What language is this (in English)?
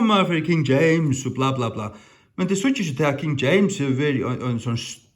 Faroese